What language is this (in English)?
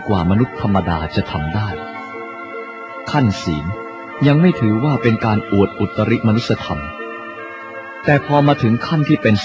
Thai